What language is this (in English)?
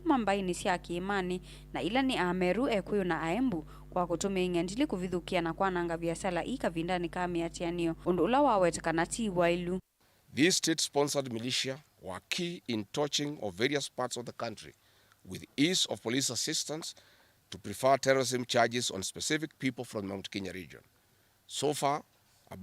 Kamba